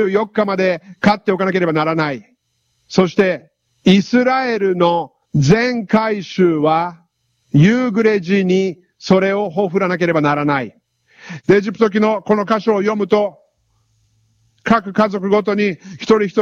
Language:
Japanese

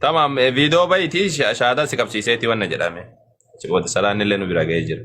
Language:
Oromo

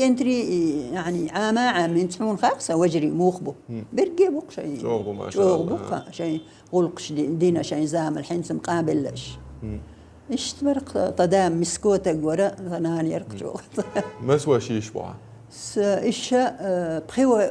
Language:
Chechen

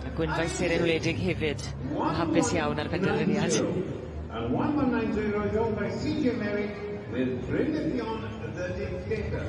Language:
Welsh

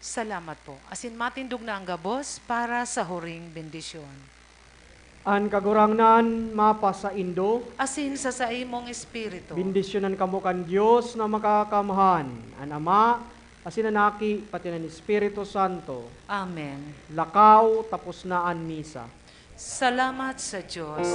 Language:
Bikol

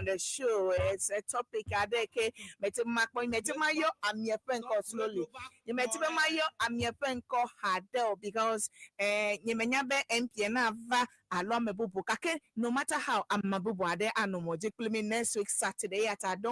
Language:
Ewe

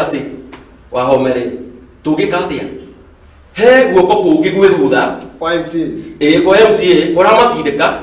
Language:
Kikuyu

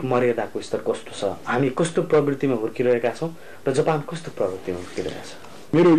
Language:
Nepali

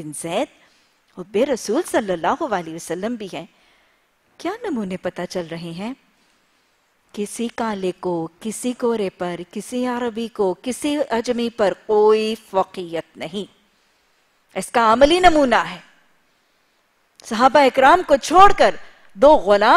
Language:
Urdu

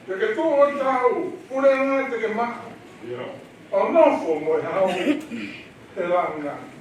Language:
Tongan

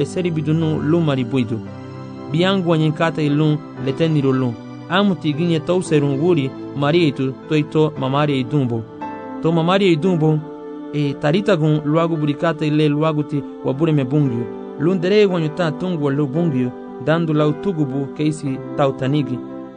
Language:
Garifuna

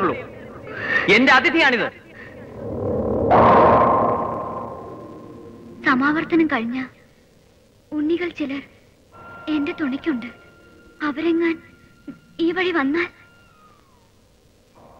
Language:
Malayalam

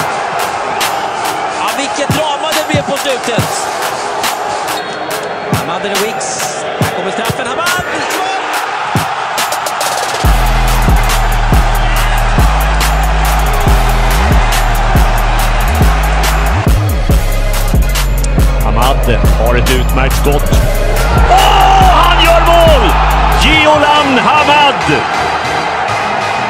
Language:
Swedish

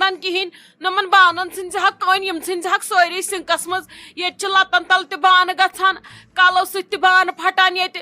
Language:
Kashmiri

